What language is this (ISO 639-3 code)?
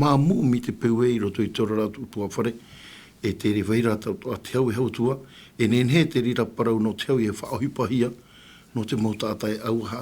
tah